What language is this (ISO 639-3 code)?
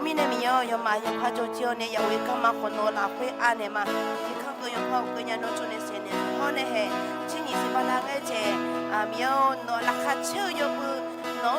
ahk